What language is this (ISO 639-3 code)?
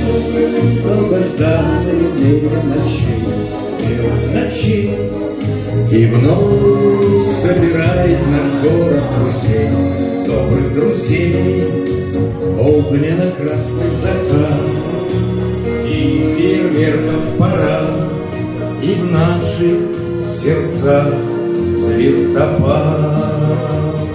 rus